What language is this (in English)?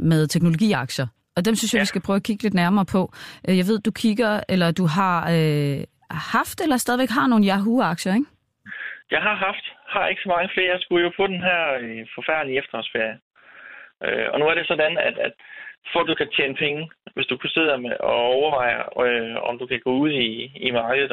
Danish